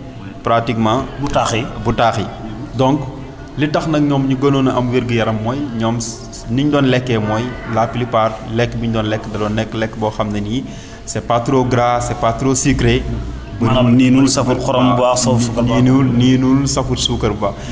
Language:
Wolof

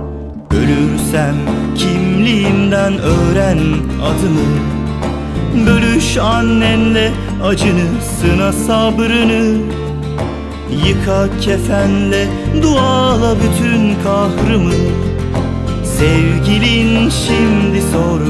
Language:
Turkish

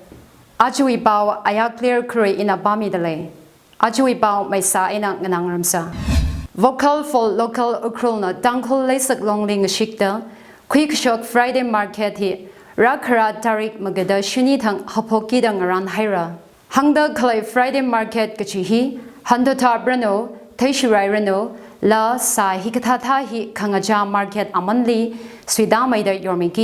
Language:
Tangkhul Naga (India)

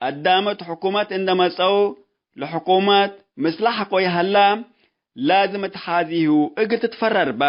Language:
Tigre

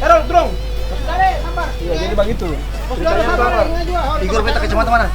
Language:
Ambonese Malay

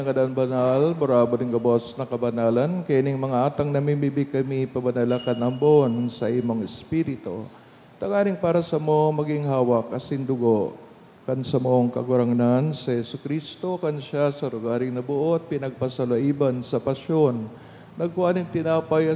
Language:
Bikol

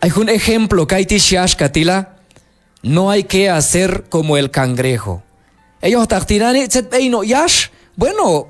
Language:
Q'anjob'al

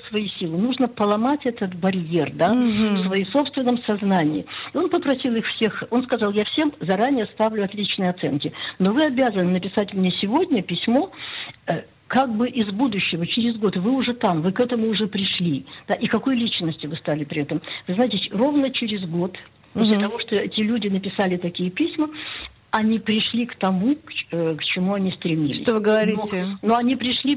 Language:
Russian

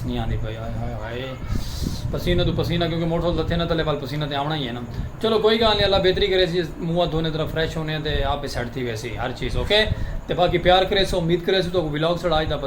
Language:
Saraiki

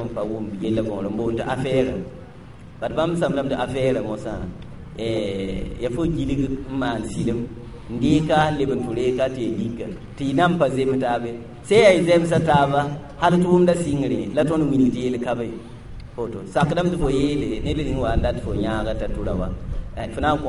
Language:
Mossi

